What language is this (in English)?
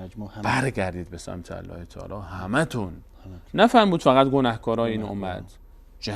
Persian